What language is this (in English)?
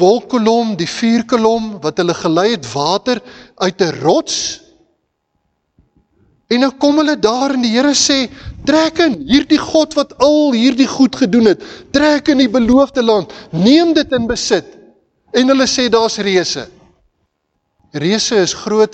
Afrikaans